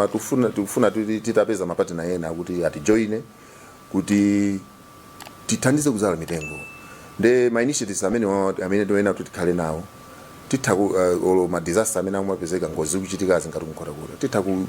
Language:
Nyanja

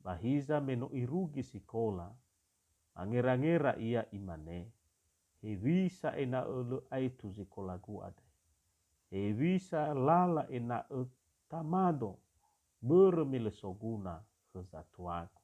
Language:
Nias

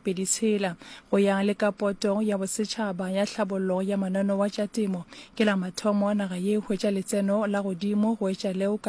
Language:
Northern Sotho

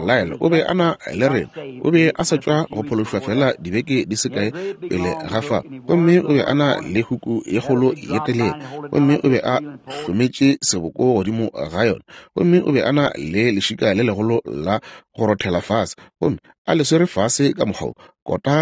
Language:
Northern Sotho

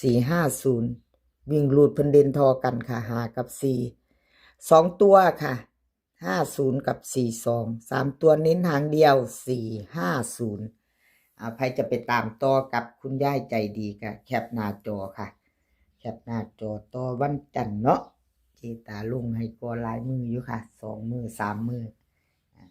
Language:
Northeastern Thai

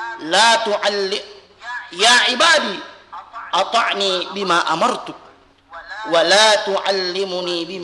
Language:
Buginese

